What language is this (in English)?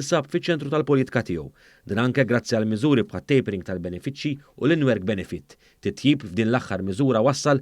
Maltese